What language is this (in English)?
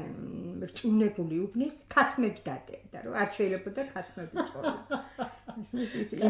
Georgian